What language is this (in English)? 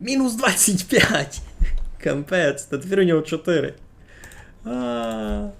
Rusyn